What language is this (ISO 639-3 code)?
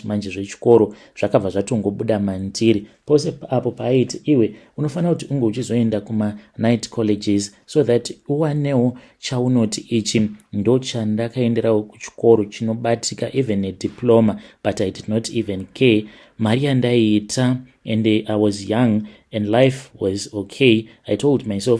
sna